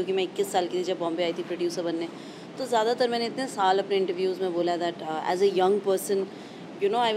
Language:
Hindi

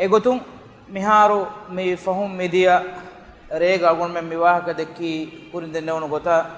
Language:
Divehi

